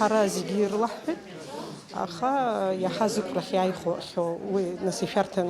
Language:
Abkhazian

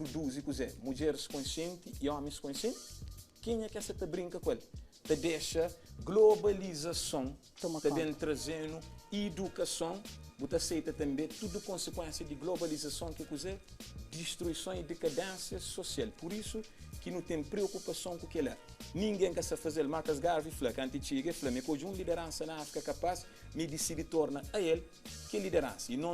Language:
Kabuverdianu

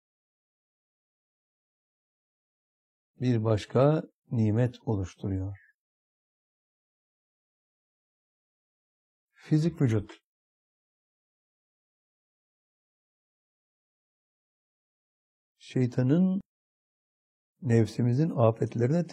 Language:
Turkish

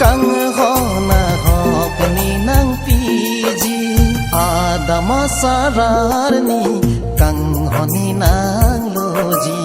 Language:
Karbi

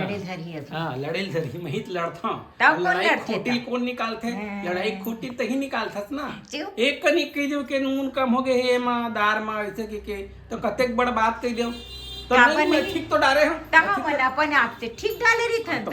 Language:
Chhattisgarhi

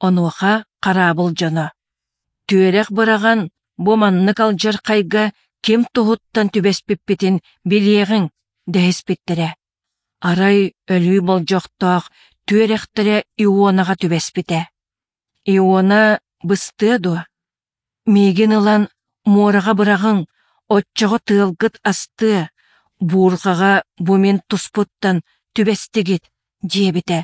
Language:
Yakut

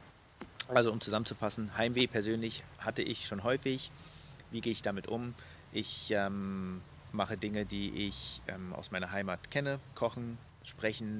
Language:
German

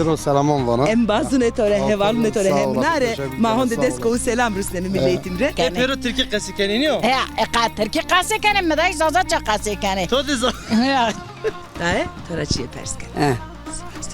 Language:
Zaza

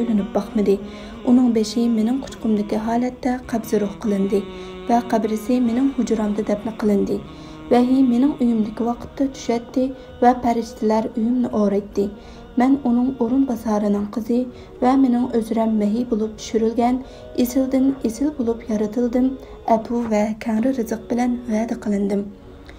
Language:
Uyghur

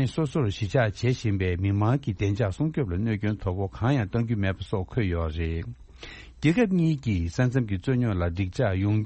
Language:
Tibetan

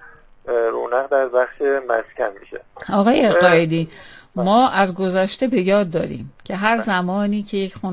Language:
Persian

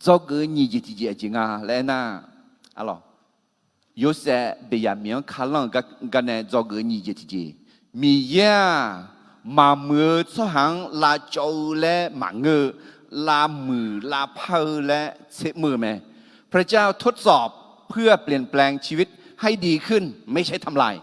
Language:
Akha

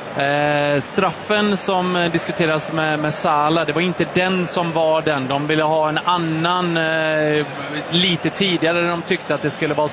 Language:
Swedish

